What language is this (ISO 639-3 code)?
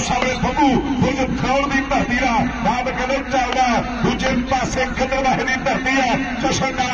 pan